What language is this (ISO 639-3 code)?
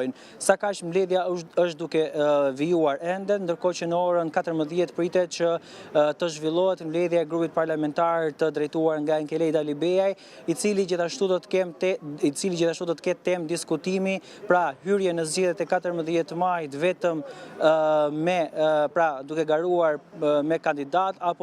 sqi